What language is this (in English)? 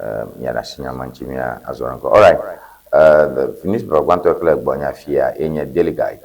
Ewe